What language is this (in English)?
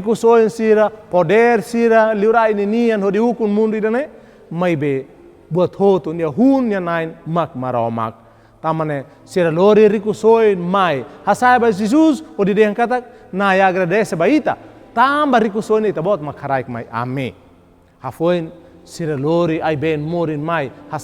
Tetum